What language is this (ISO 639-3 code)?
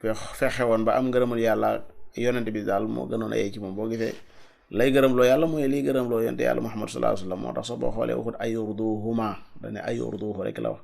wol